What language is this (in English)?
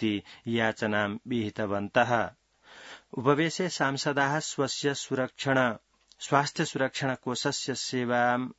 Sanskrit